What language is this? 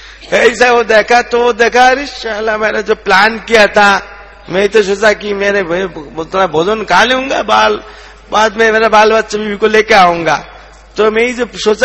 Hindi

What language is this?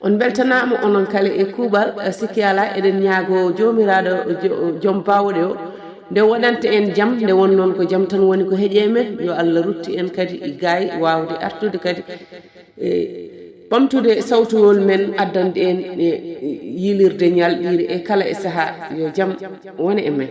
Fula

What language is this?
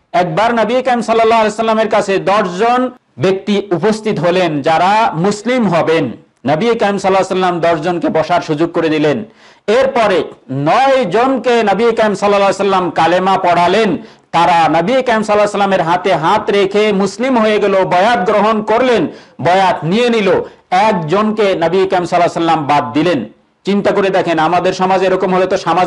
Bangla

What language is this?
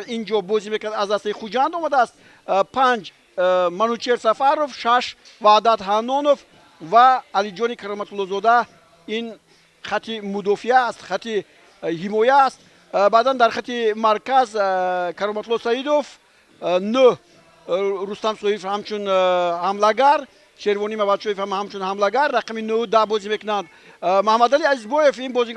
Tajik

